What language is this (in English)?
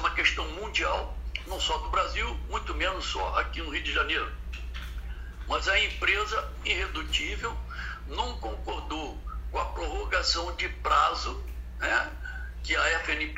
Portuguese